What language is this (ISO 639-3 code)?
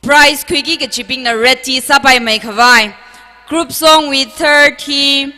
nmf